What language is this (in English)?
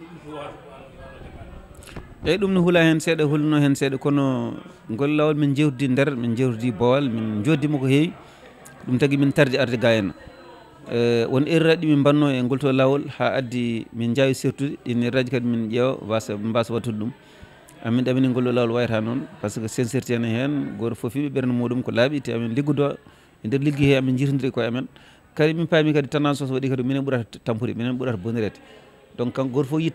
Fula